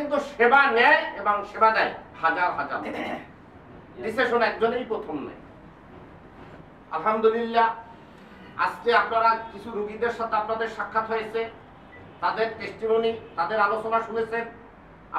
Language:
Bangla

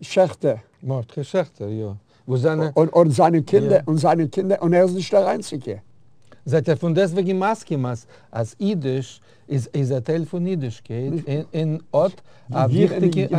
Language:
Yiddish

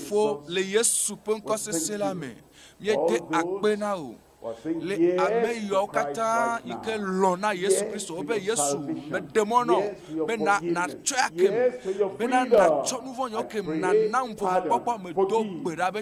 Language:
Ewe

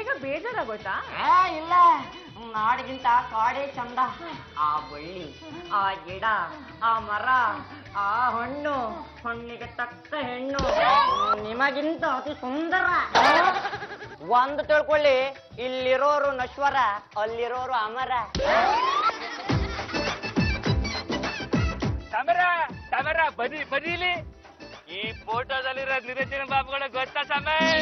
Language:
Kannada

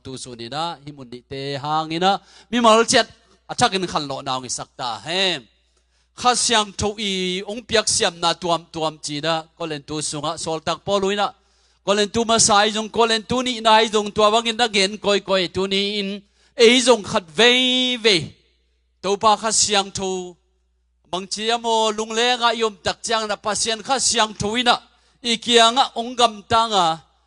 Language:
Tedim Chin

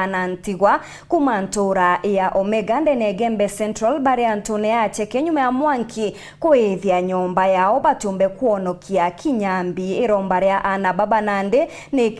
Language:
Meru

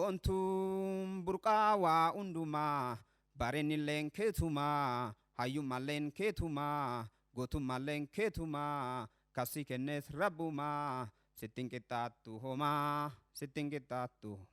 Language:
Oromo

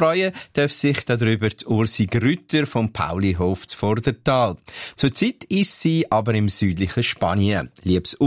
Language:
German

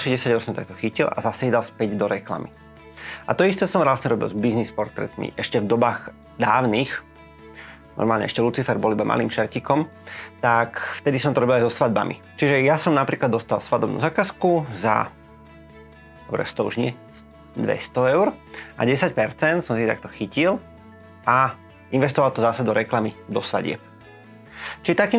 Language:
Slovak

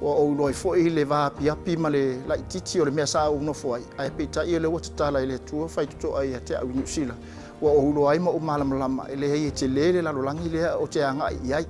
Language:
Samoan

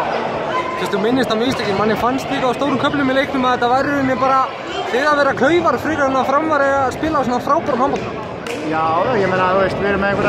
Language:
Icelandic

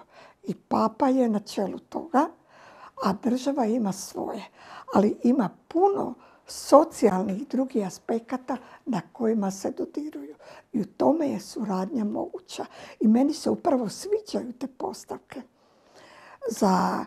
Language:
Croatian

